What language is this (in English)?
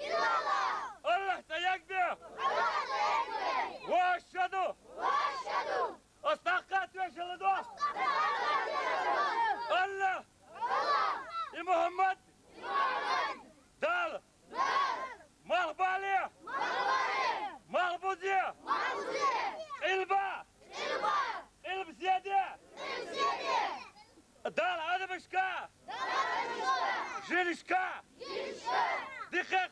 Chechen